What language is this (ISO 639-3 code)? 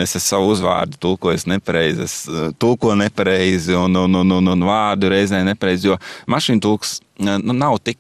lav